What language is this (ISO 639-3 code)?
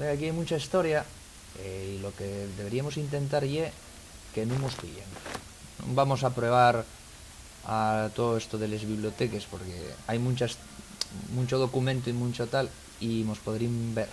ast